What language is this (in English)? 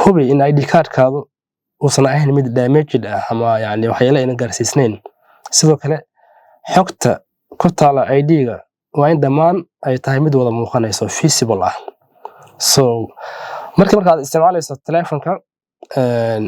Somali